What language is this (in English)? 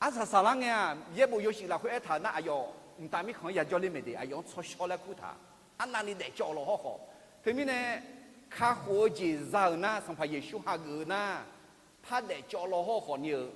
Akha